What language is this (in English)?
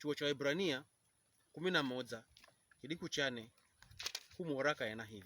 Pokomo